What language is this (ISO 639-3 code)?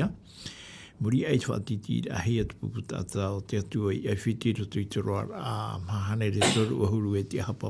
tah